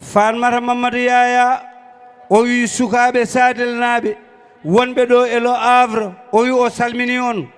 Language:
Fula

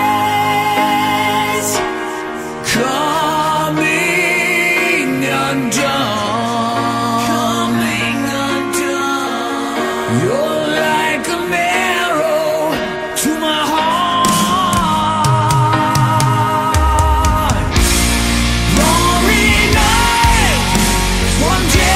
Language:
English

